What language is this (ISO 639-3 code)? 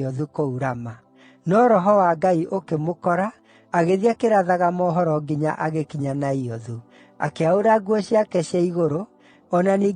kik